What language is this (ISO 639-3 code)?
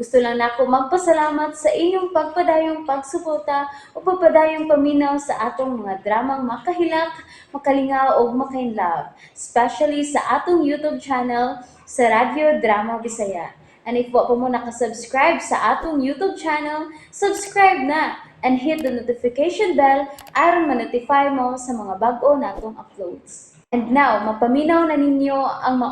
ceb